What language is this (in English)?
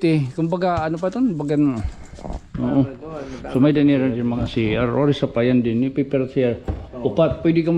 Waray